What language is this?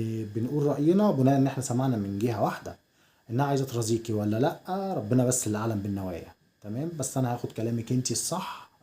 Egyptian Arabic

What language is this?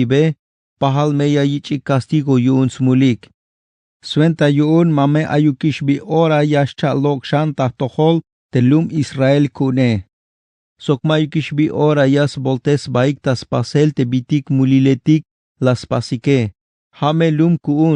Tzeltal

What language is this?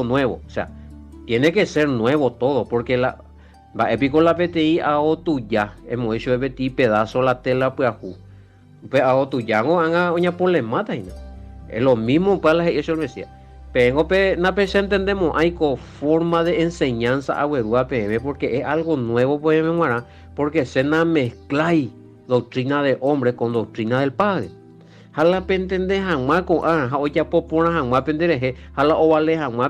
Guarani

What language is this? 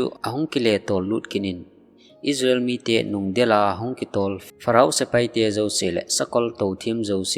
Thado Chin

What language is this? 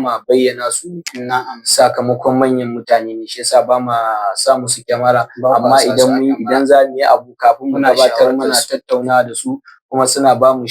Hausa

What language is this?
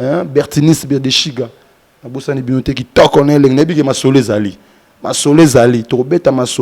Lingala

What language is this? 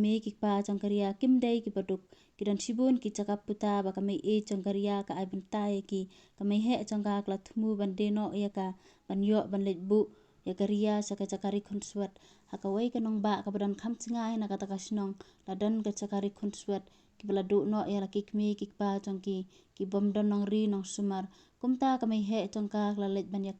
Khasi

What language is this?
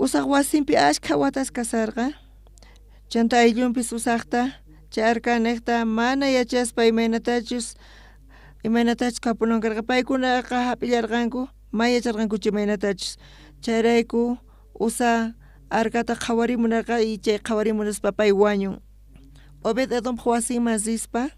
South Bolivian Quechua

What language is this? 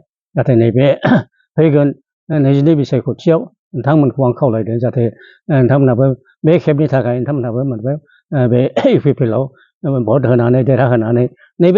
Bodo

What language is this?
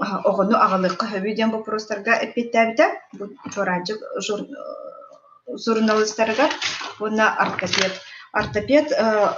Yakut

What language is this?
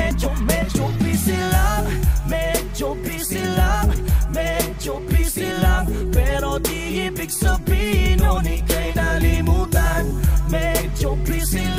Filipino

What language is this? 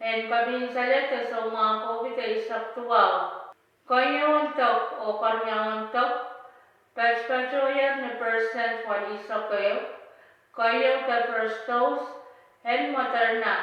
Pohnpeian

